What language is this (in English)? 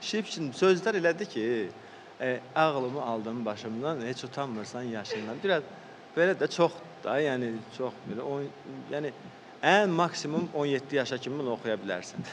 Azerbaijani